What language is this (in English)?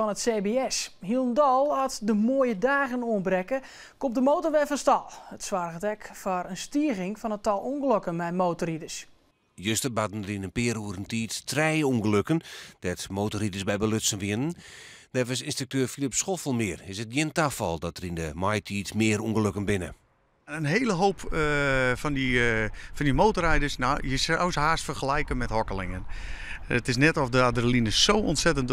Western Frisian